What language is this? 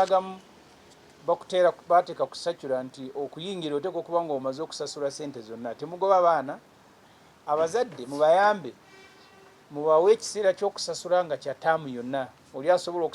Ganda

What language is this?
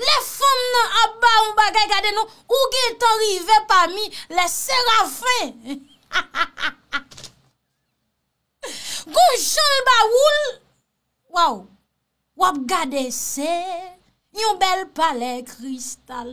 Haitian Creole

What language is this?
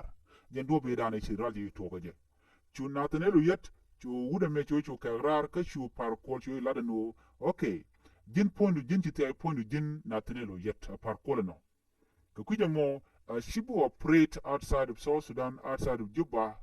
Nuer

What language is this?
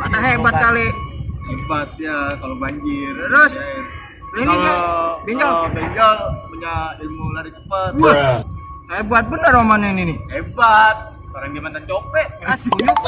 Betawi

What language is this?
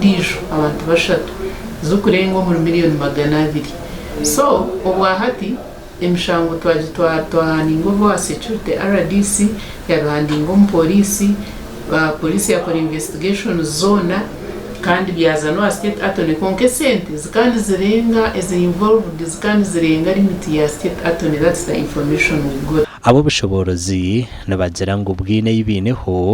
Nyankole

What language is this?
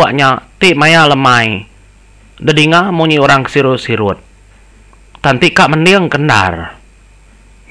Iban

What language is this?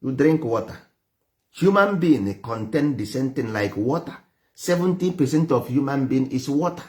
Igbo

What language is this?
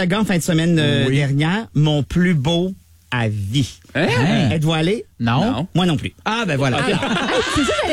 French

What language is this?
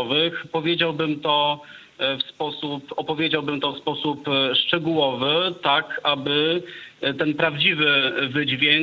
Polish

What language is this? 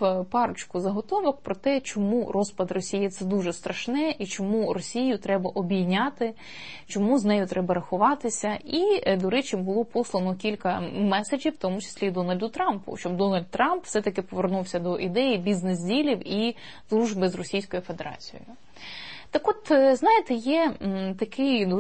Ukrainian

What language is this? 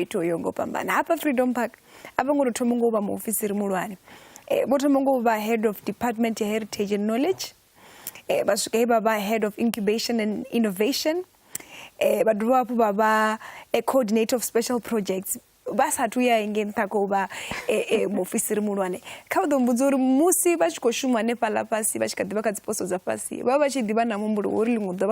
Venda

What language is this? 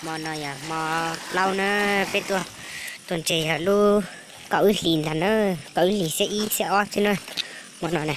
Hmong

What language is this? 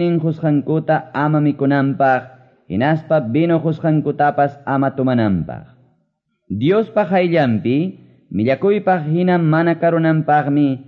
Quechua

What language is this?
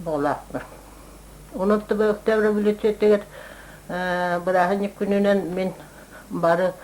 Yakut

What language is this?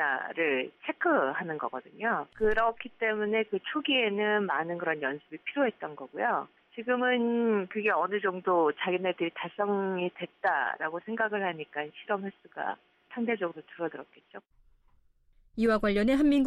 Korean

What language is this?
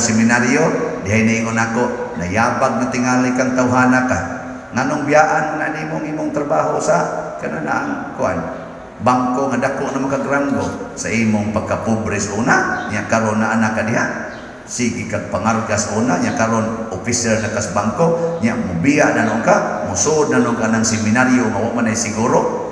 Cebuano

